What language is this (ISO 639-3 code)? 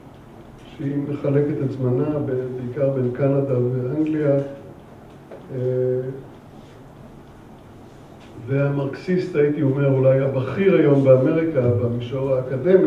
heb